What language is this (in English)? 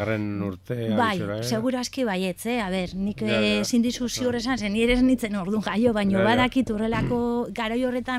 Basque